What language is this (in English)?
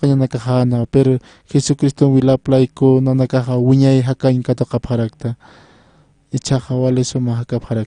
Aymara